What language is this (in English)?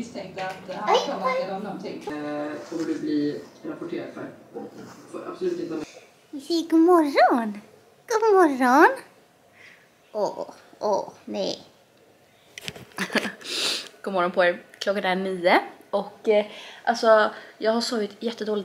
Swedish